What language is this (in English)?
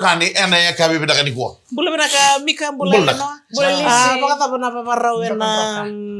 Fijian